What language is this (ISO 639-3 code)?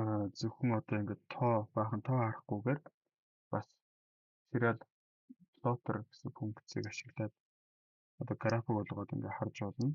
mon